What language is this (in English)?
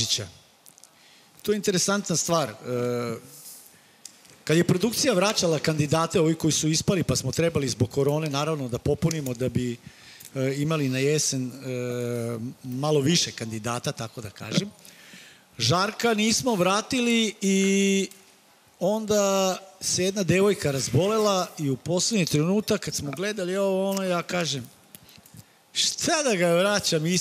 Serbian